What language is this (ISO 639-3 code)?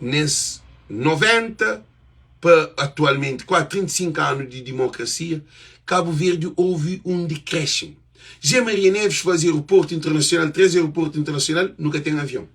kea